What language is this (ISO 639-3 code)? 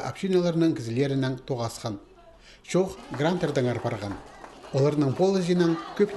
kjh